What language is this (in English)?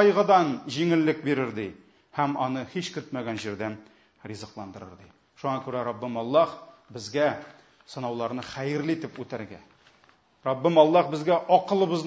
Tatar